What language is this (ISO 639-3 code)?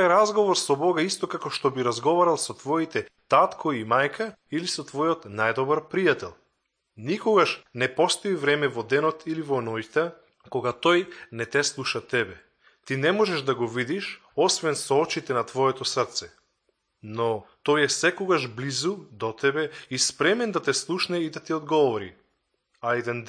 mkd